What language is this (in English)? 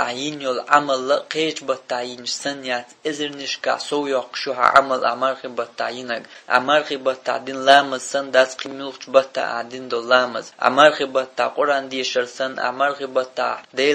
Chechen